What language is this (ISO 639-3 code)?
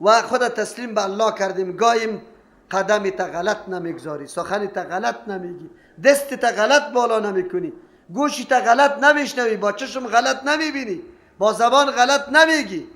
fas